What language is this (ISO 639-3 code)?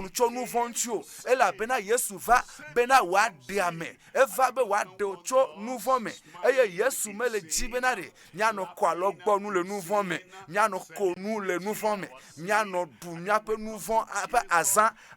ewe